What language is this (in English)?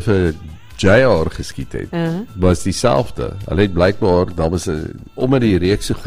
Afrikaans